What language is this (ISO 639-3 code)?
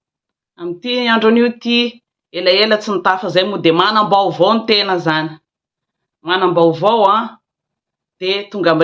mlg